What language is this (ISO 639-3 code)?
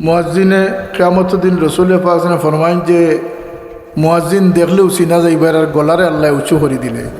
syl